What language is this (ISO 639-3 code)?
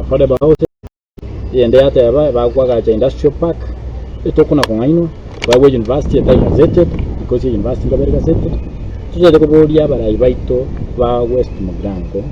guz